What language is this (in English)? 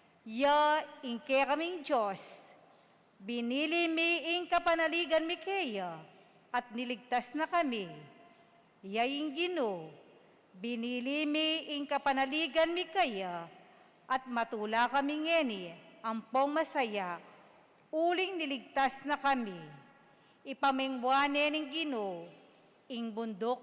Pampanga